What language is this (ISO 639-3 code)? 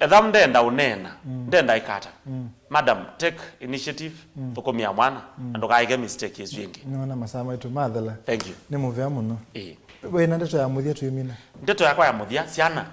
kam